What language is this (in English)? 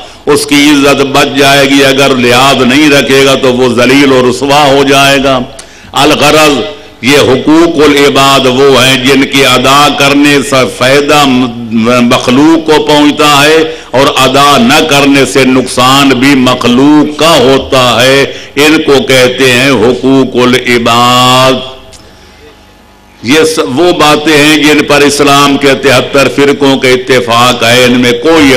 Urdu